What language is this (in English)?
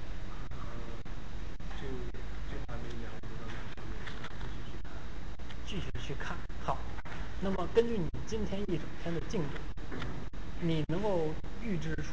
Chinese